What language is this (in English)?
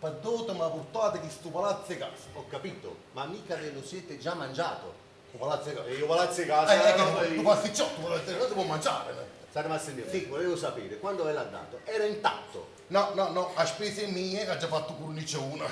Neapolitan